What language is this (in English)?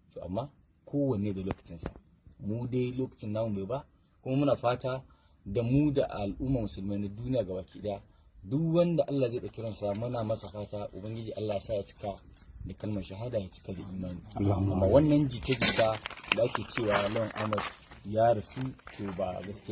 Hausa